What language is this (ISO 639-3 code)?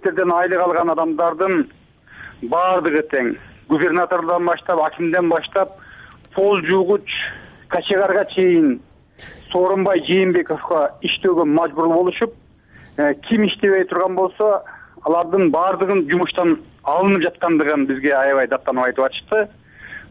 kir